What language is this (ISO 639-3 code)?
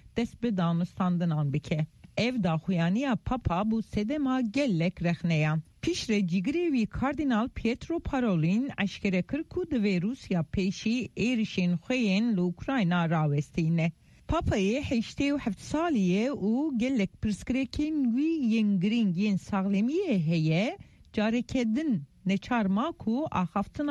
kur